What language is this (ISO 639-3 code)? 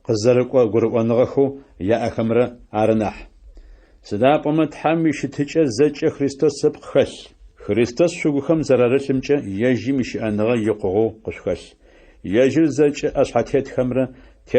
ady